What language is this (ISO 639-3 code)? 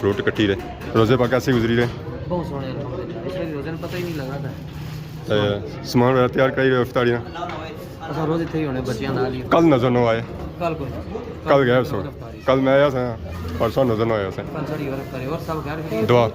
phr